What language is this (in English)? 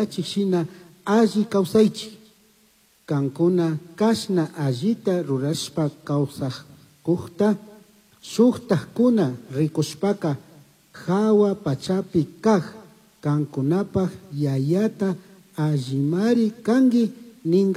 Chimborazo Highland Quichua